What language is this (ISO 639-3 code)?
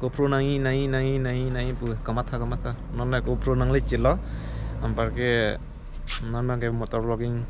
mjw